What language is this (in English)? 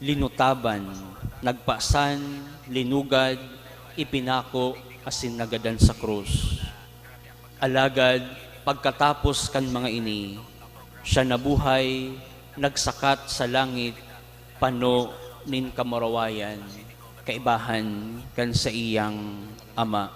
Bikol